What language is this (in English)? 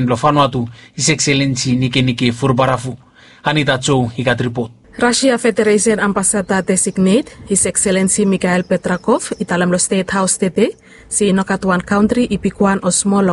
Bislama